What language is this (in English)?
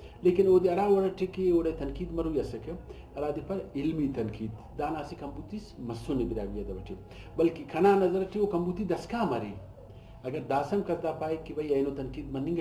Brahui